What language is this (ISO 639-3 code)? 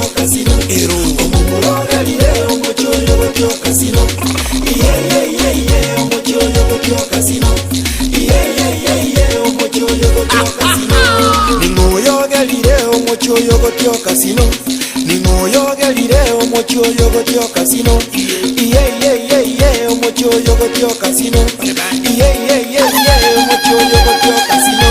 guz